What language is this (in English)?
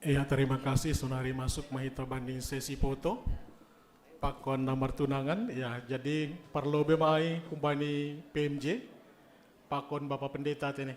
Batak Simalungun